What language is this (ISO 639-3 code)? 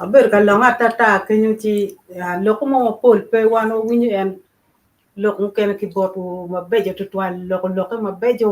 ach